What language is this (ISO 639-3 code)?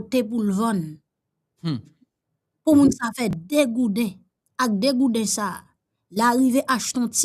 hat